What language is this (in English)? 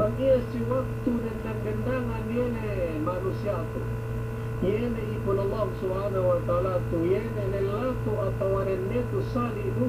Yakan